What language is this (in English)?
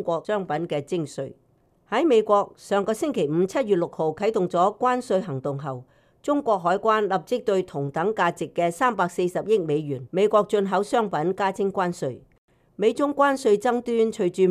Cantonese